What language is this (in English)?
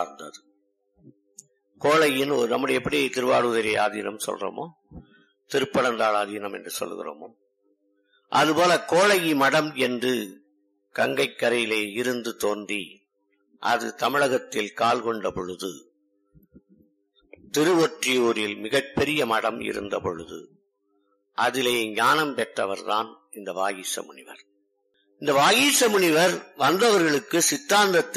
Tamil